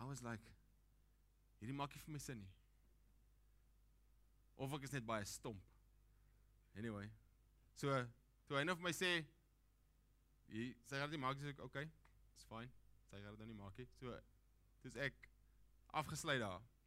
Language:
Afrikaans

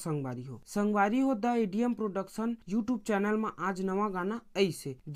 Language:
Chhattisgarhi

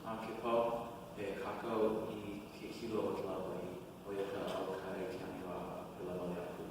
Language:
Hawaiian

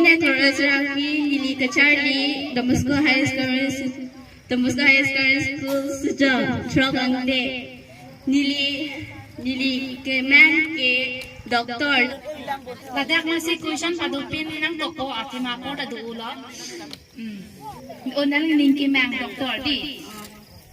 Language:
Karbi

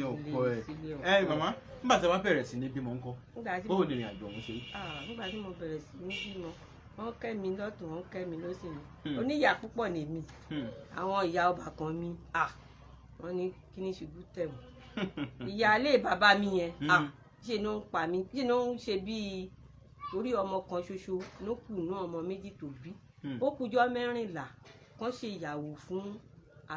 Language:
Yoruba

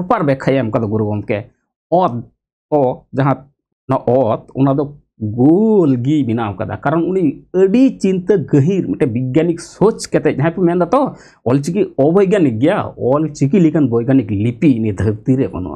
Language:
Santali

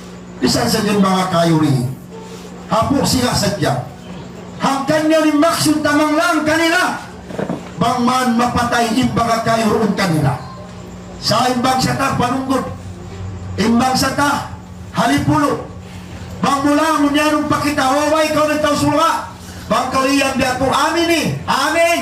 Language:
Tausug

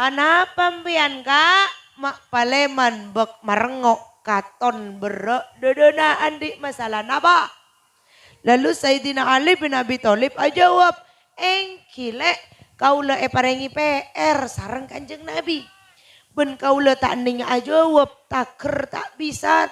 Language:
Madurese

